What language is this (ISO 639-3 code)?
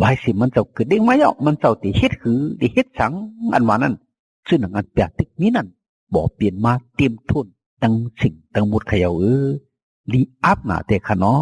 shn